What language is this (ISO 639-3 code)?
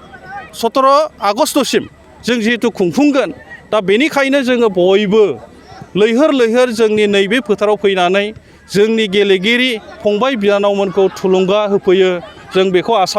brx